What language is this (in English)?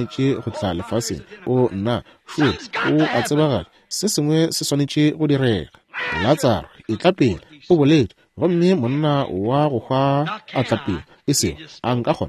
Northern Sotho